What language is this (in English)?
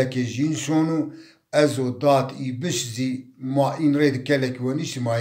Zaza